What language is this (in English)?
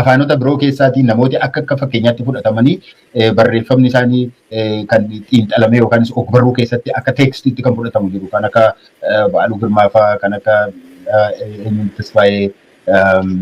Oromo